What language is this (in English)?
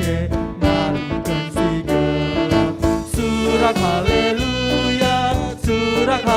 Batak Karo